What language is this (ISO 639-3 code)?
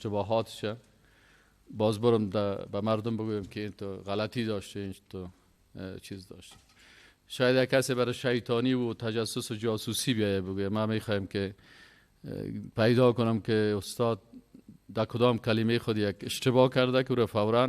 fas